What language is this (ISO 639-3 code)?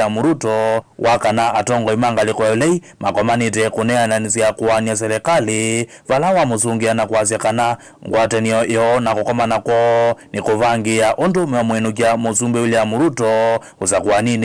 kam